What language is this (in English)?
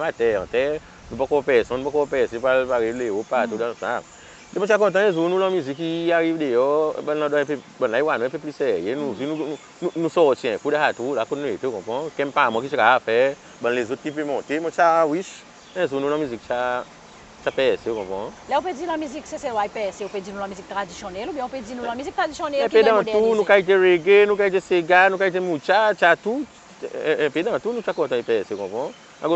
Seselwa Creole French